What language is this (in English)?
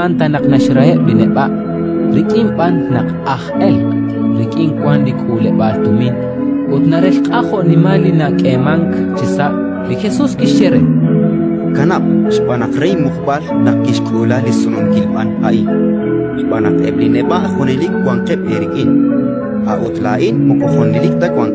Kekchí